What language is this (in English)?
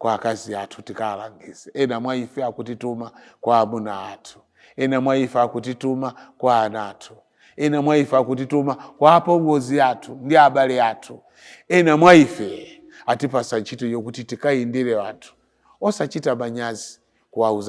Nyanja